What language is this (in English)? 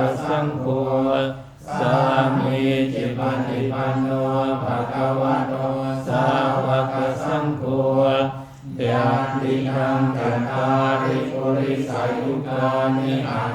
Pali